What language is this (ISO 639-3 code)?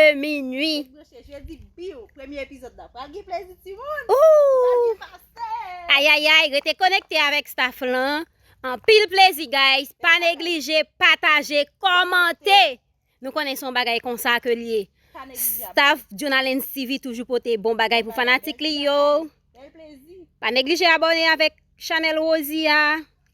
hat